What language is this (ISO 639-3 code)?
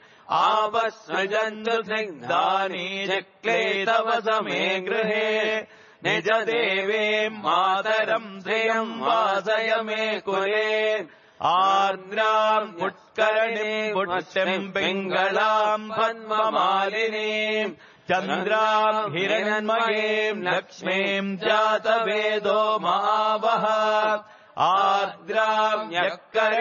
san